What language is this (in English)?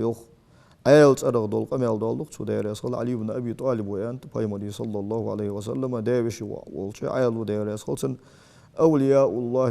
Ingush